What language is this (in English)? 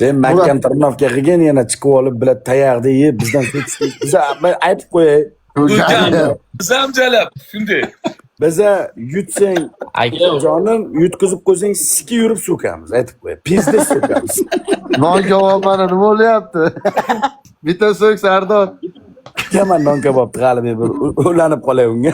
Uzbek